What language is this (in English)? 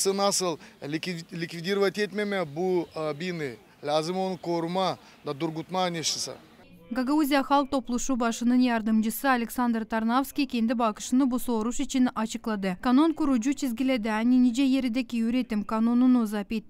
Gagauz